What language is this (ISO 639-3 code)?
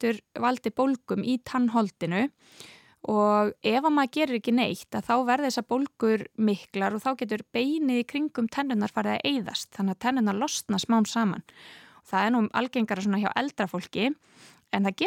isl